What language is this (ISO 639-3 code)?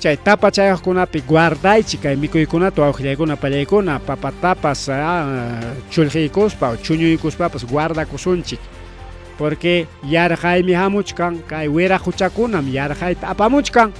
quy